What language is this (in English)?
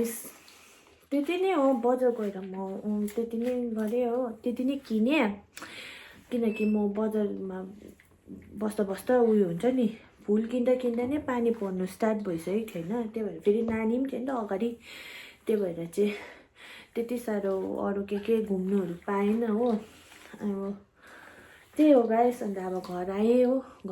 Nepali